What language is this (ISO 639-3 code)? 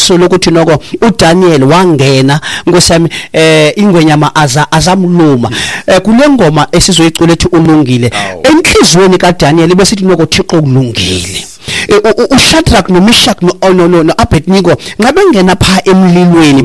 xho